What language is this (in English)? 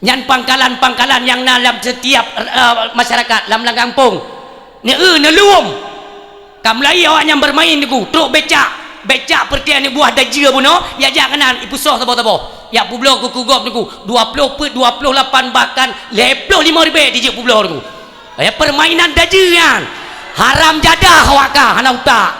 Achinese